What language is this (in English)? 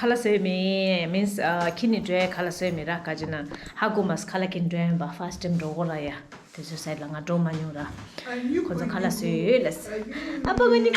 Tibetan